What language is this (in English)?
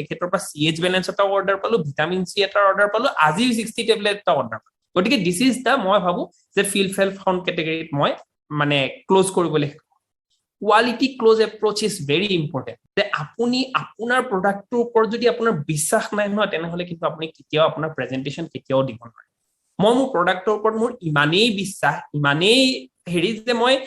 Assamese